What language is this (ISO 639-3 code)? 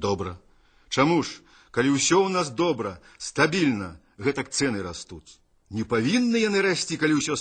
bel